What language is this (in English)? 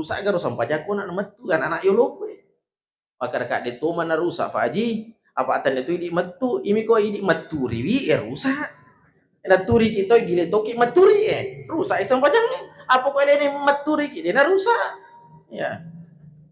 Buginese